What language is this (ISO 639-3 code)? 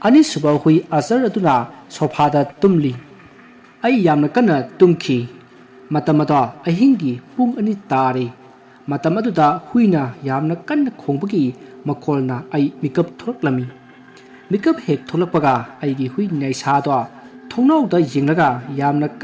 mni